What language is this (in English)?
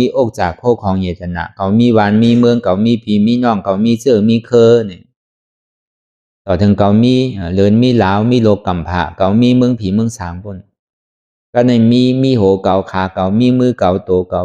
Shan